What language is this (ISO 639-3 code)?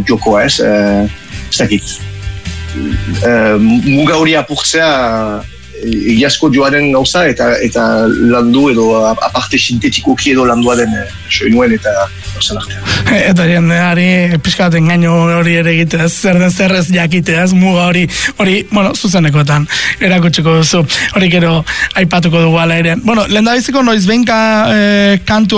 eus